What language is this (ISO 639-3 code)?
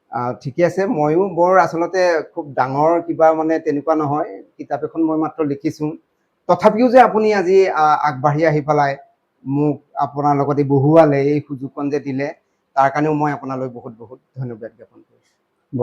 asm